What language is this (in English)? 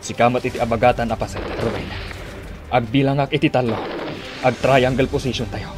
Iloko